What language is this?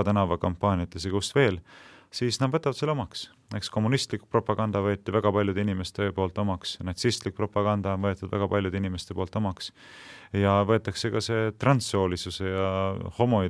Estonian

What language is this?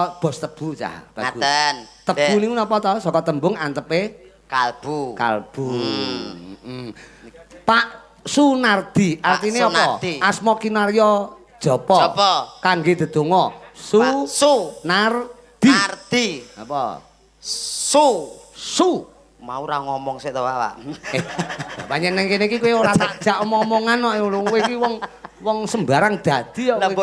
Javanese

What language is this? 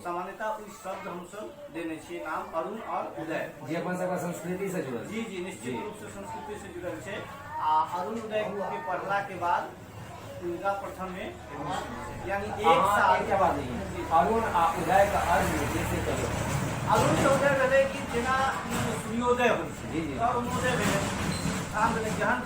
Maithili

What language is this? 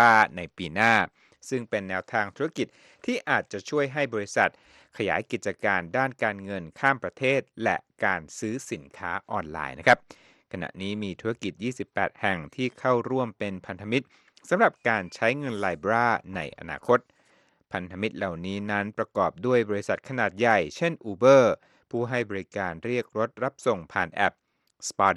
Thai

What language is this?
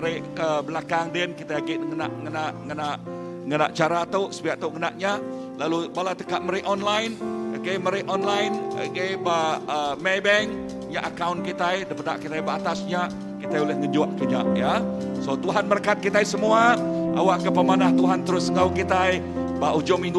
Iban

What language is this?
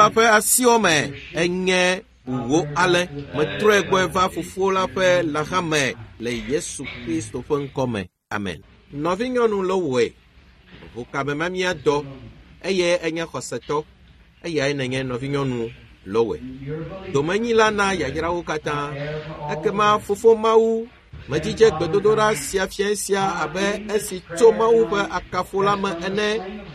Ewe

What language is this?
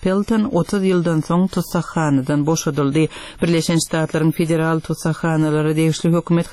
Turkmen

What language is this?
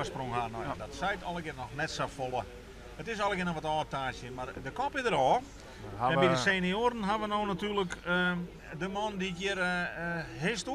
Western Frisian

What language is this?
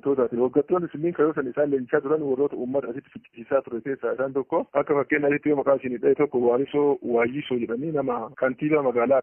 Oromo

